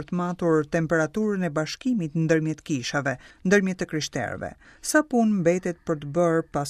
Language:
Albanian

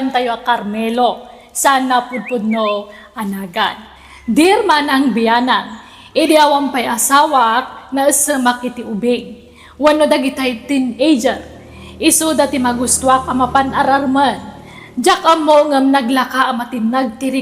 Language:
Iloko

